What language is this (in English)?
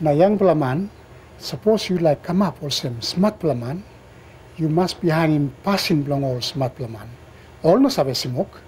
Tok Pisin